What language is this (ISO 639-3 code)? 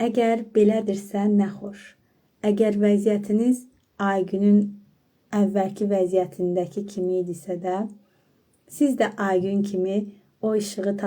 aze